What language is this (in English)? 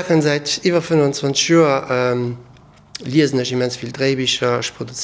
Luxembourgish